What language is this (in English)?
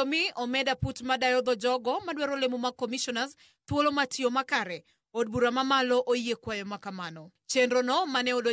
Luo (Kenya and Tanzania)